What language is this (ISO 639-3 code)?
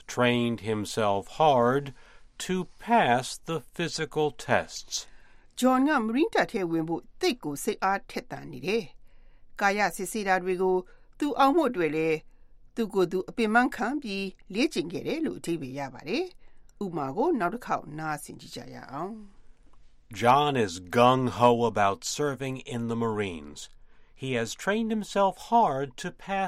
mya